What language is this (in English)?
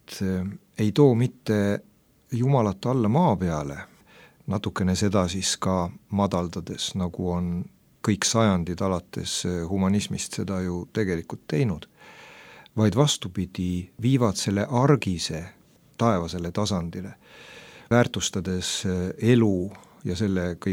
Estonian